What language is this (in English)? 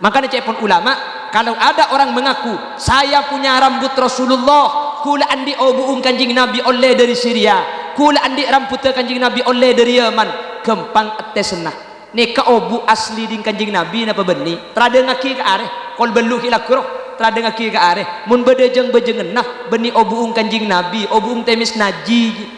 Madurese